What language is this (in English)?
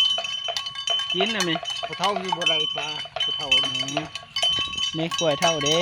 Northeastern Thai